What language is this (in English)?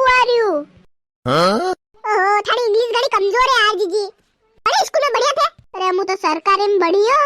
Rajasthani